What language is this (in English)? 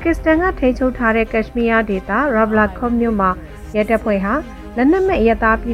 Burmese